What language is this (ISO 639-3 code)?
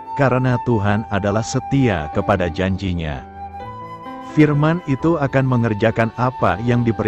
ind